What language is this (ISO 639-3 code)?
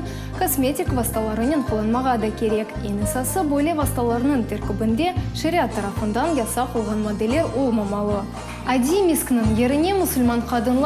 crh